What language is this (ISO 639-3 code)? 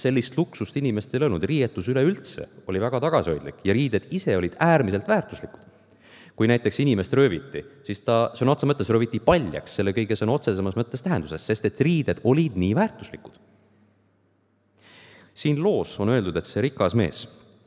est